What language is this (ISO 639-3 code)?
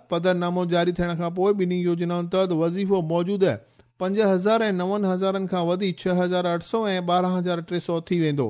snd